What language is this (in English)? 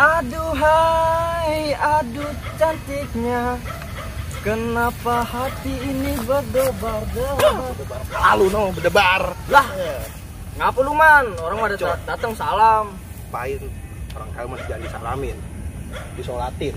Betawi